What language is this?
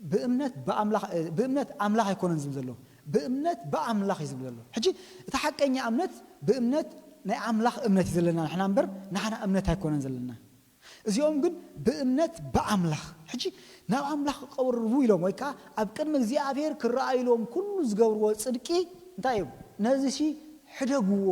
Tigrinya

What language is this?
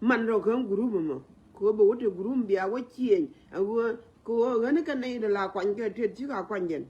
Nuer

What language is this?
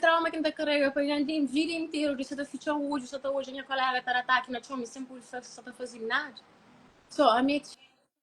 Kabuverdianu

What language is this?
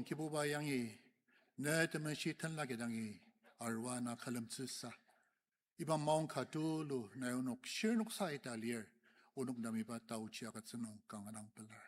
Ao Naga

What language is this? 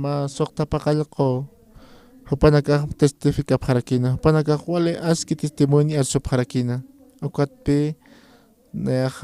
Aymara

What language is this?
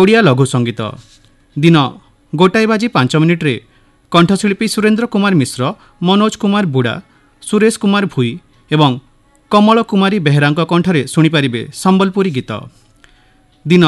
Odia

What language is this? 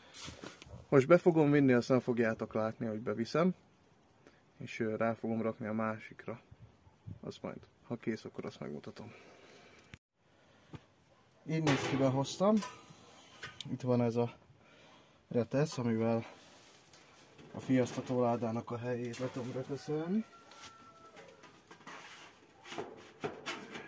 Hungarian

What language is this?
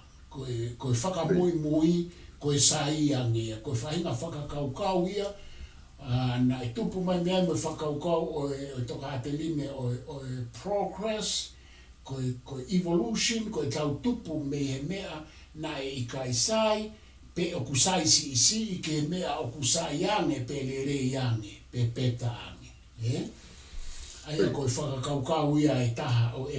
Tongan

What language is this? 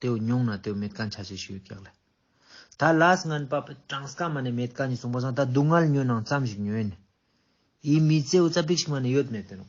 Ladakhi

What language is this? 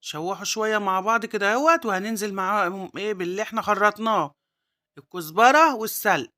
Egyptian Arabic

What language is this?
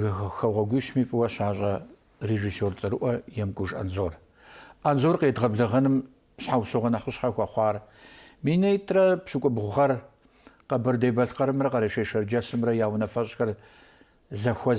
Kabardian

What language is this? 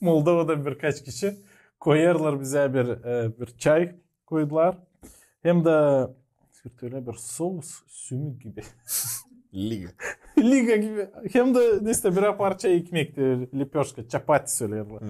Gagauz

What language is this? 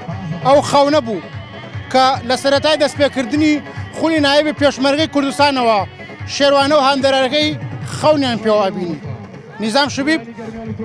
Central Kurdish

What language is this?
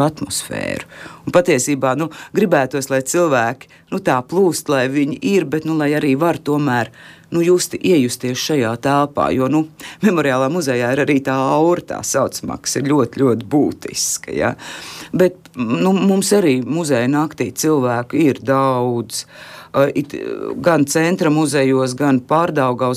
Latvian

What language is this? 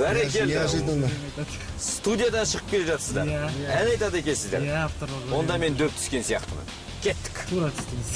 Kara-Kalpak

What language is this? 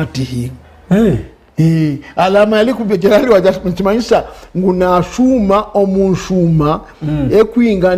Nyankole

